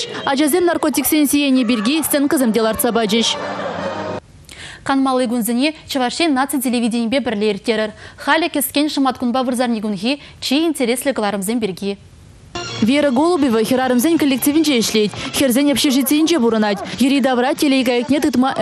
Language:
Chuvash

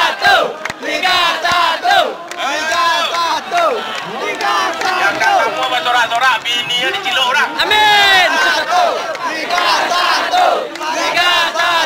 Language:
Minangkabau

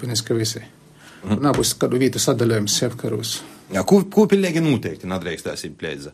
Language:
Latvian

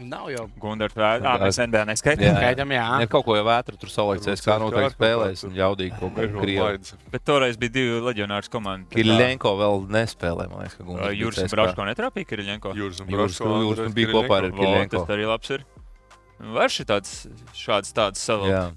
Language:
Latvian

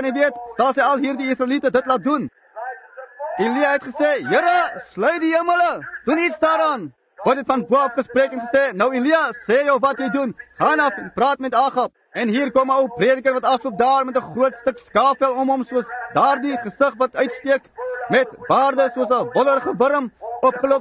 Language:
Afrikaans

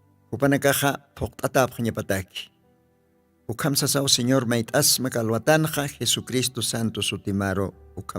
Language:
Aymara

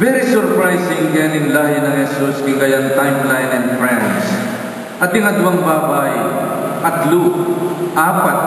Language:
Pampanga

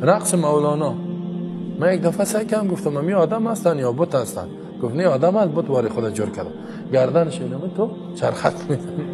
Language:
Tajik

